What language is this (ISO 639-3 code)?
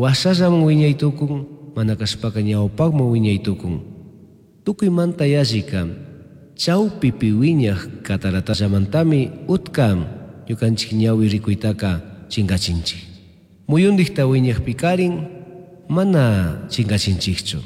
qug